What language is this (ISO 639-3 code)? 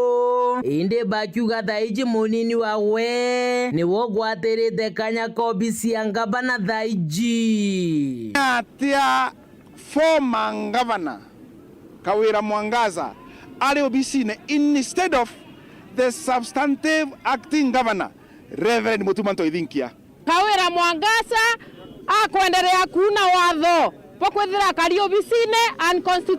mer